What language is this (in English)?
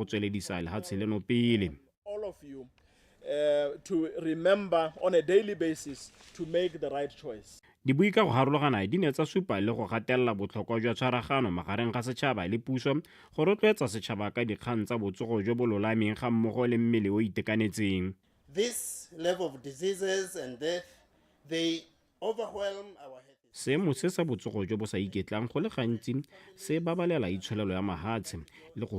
Tswana